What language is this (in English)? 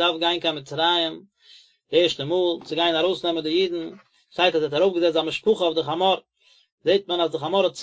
Yiddish